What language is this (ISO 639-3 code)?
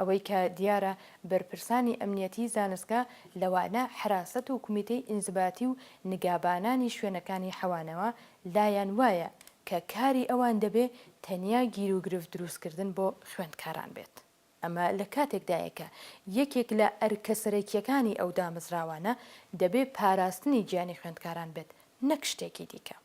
ckb